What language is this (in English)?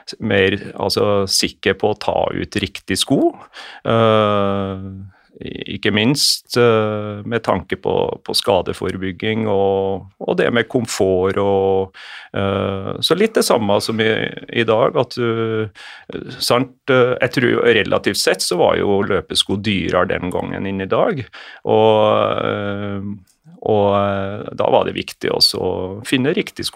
Norwegian